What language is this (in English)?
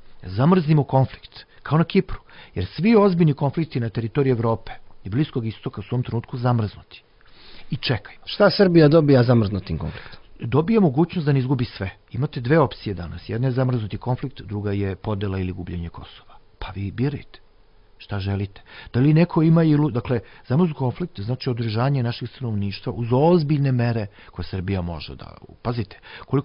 Serbian